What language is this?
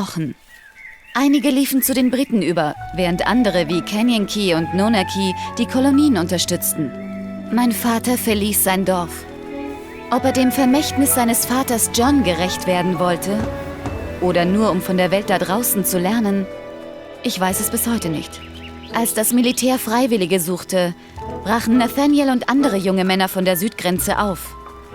Bavarian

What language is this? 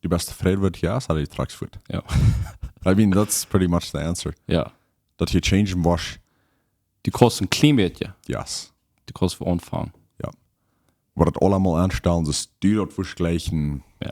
Plautdietsch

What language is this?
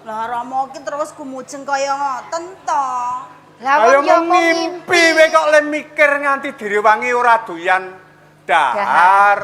Javanese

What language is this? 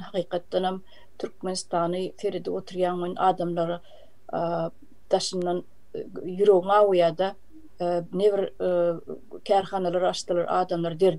Turkmen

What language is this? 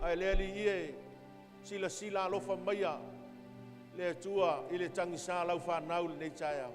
Samoan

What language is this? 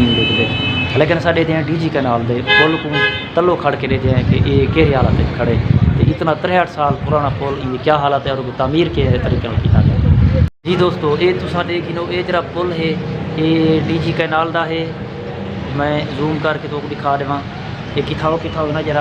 Saraiki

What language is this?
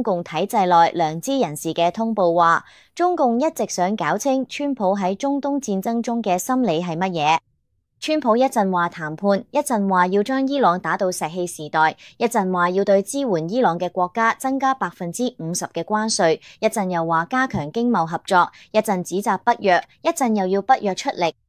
Cantonese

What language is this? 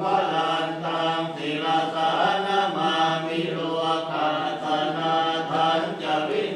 Pali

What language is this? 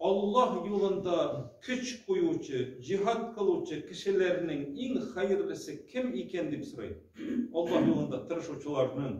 Tatar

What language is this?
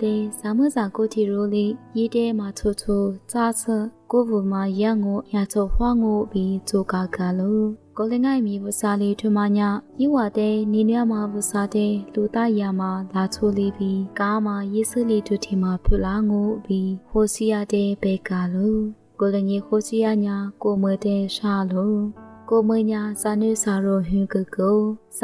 Lisu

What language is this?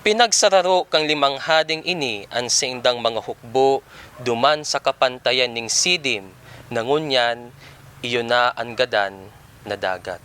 Bikol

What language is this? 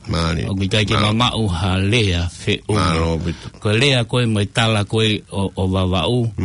Tongan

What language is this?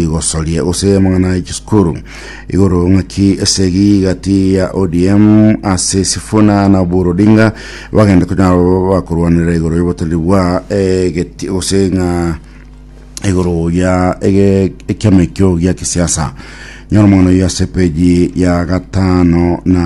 Gusii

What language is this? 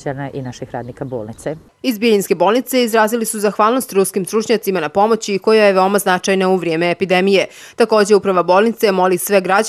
Bosnian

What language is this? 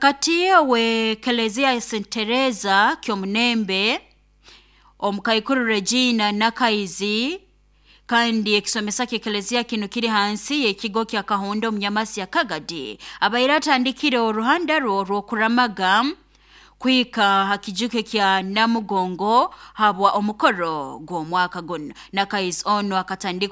Nyoro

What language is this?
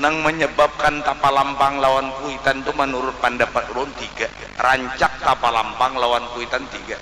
Banjar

